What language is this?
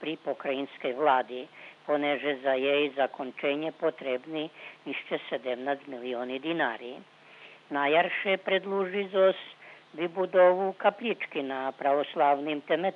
Rusyn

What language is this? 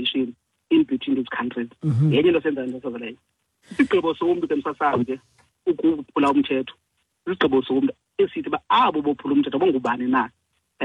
Xhosa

